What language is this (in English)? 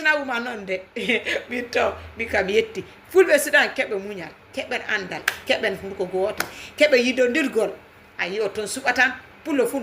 Fula